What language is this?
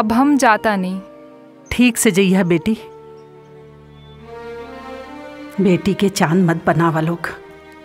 Bhojpuri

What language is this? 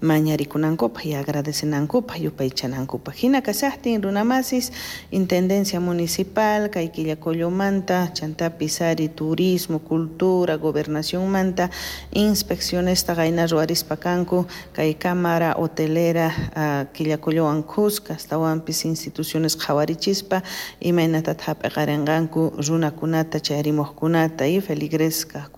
South Bolivian Quechua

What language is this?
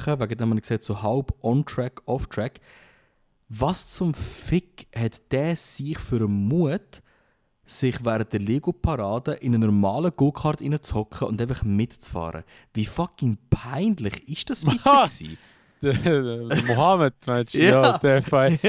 Swiss German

